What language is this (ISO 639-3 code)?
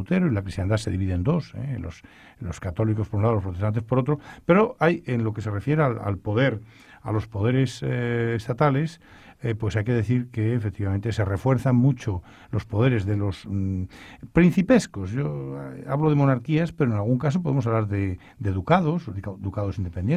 spa